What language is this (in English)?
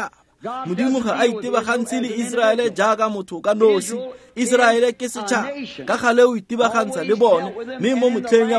Tswana